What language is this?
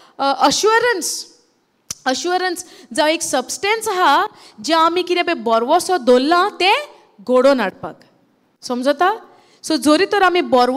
Konkani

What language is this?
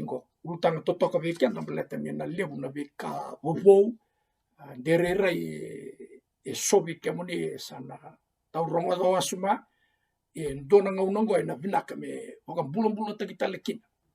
Fijian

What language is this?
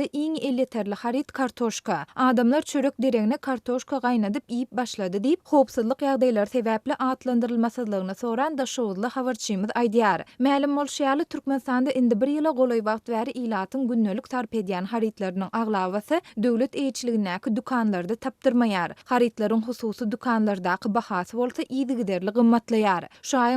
Turkmen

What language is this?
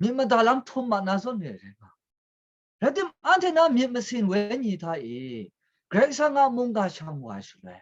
Kachin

